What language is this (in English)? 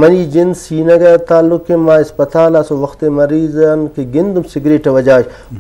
Eastern Balochi